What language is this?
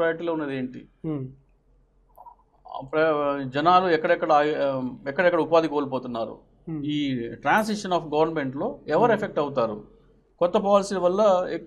Telugu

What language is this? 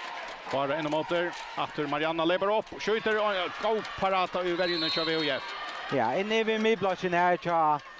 Faroese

